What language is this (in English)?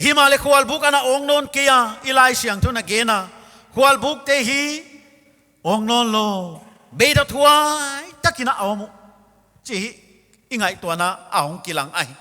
Paite Chin